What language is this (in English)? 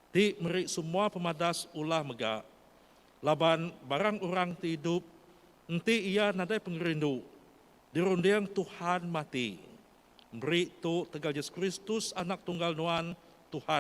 Iban